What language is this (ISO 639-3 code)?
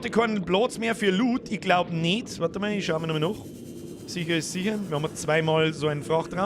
bar